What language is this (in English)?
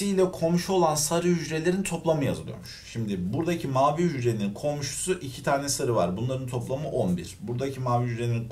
Turkish